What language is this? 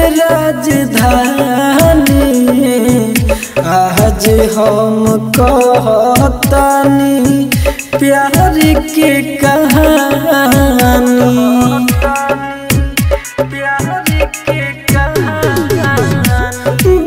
Bhojpuri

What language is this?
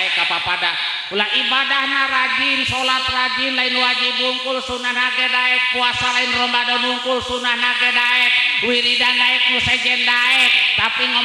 Sundanese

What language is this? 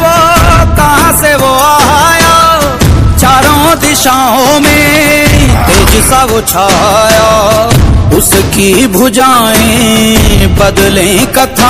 Hindi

